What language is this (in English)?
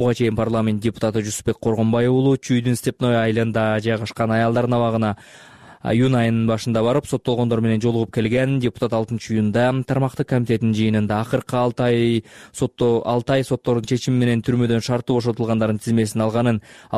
Kyrgyz